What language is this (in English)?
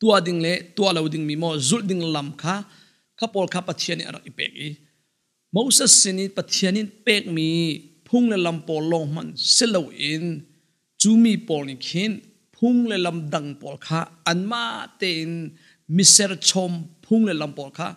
Hakha Chin